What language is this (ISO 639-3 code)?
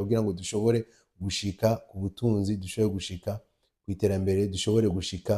run